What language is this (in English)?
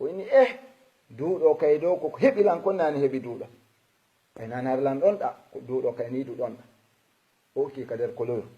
Fula